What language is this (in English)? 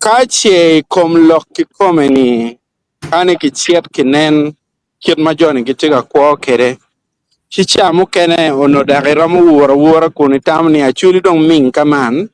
Acoli